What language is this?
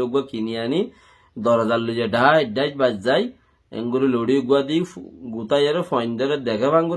Rohingya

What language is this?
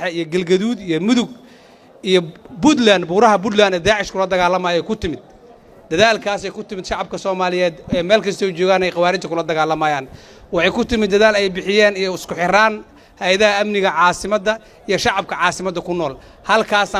Somali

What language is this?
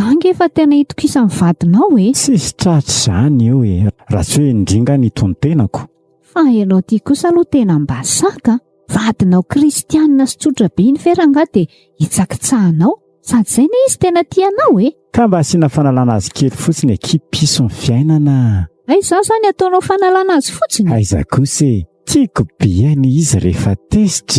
Malagasy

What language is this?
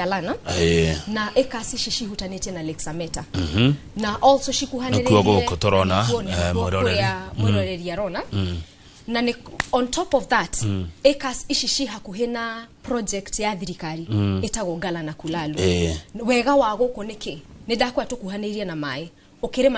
Kikuyu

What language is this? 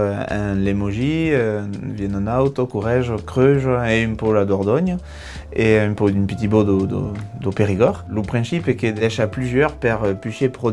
Occitan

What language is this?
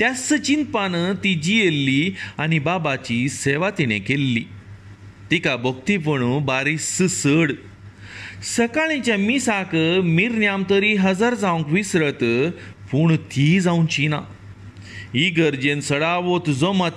Konkani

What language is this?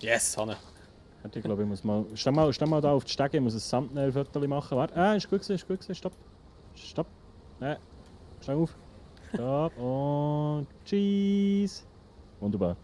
Swiss German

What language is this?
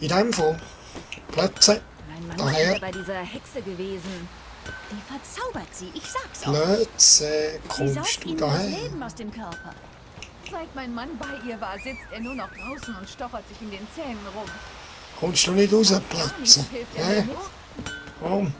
Swiss German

